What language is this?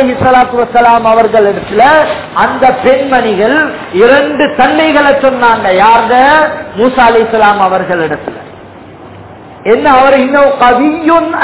Tamil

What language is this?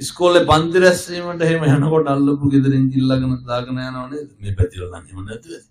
Sinhala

